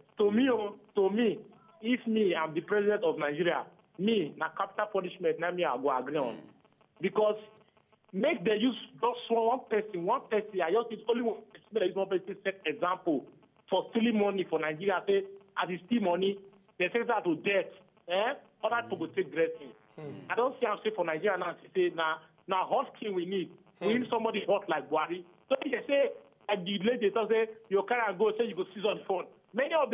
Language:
Nigerian Pidgin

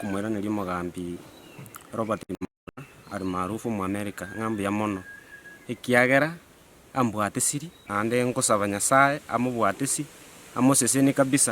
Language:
Gusii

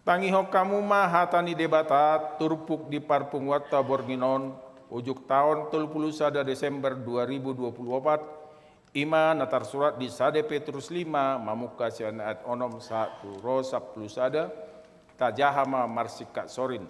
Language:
Batak Toba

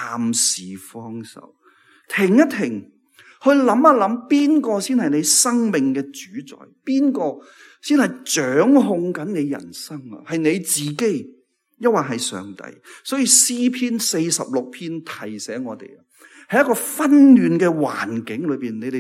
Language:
Cantonese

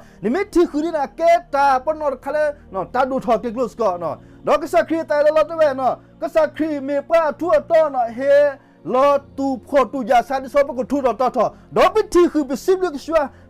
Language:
S'gaw Karen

